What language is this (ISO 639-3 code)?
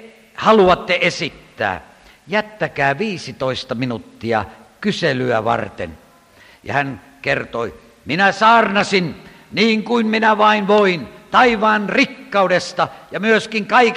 fin